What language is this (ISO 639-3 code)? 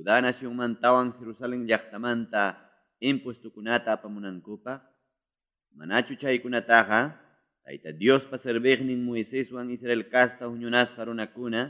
quy